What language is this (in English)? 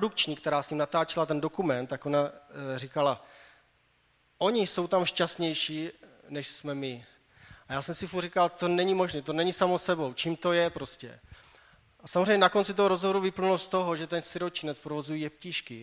Czech